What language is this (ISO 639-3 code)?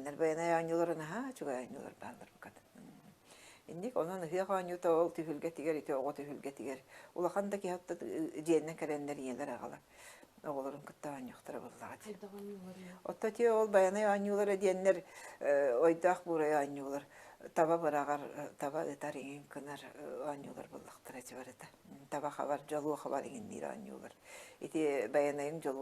sah